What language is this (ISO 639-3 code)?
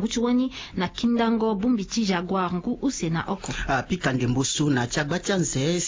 sag